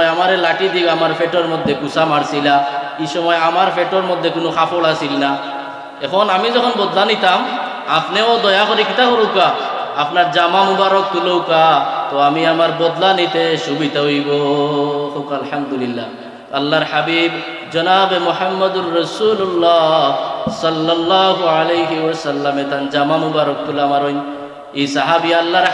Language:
Sylheti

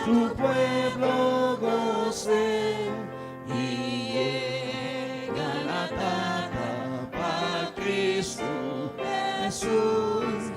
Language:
Papiamento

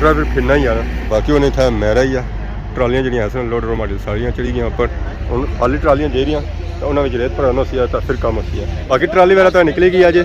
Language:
Pahari-Potwari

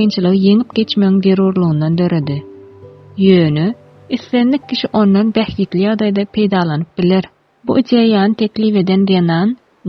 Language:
Turkmen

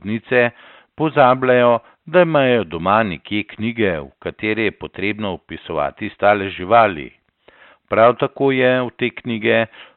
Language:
Slovenian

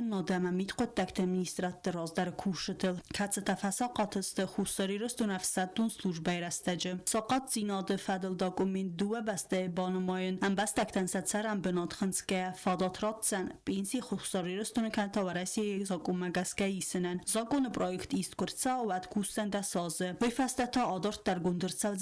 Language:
Ossetic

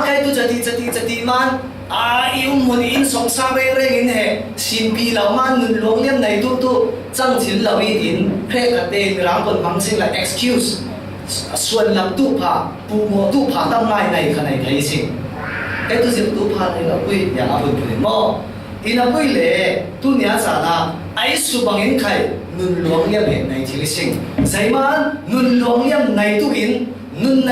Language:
Falam Chin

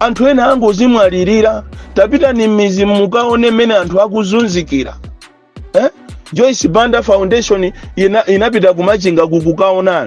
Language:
Nyanja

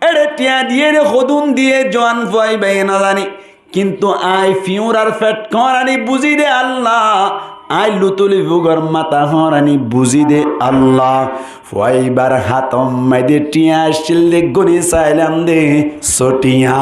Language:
Rohingya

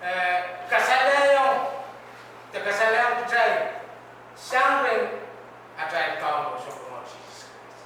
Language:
Pohnpeian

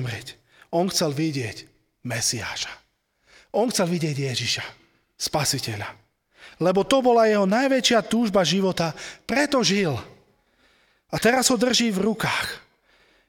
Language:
Slovak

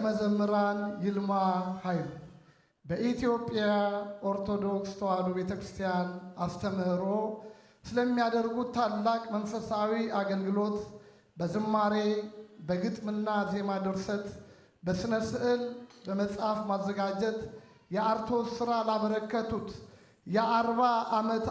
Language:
Amharic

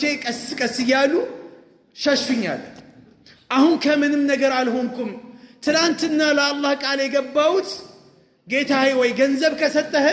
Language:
Amharic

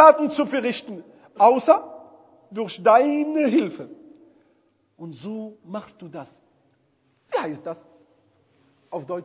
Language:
German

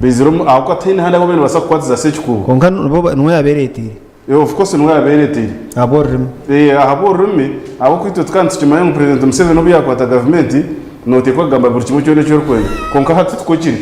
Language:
Nyankole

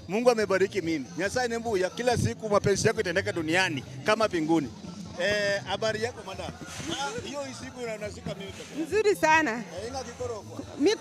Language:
Gusii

